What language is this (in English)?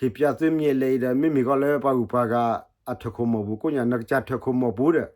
S'gaw Karen